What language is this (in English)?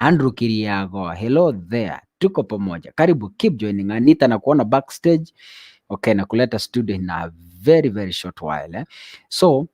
Gusii